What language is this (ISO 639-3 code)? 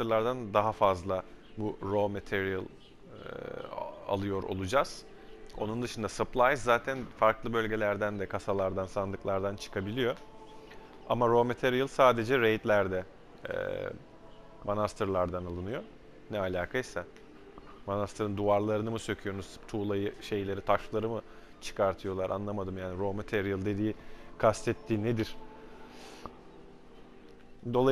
tur